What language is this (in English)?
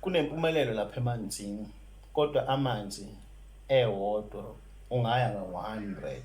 Zulu